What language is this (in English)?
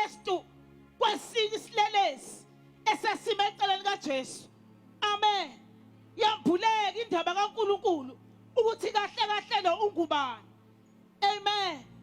Zulu